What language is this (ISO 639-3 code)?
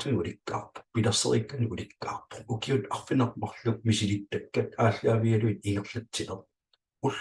kal